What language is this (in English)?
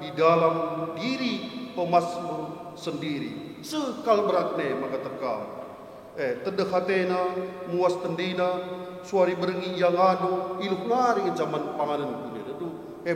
Batak Karo